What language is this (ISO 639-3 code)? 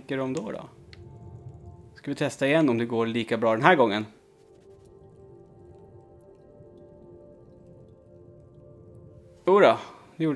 swe